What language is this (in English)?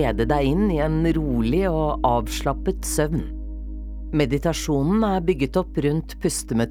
Norwegian